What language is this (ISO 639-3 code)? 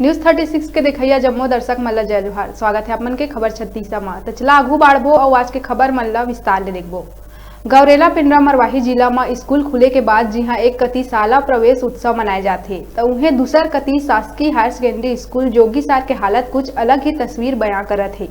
hne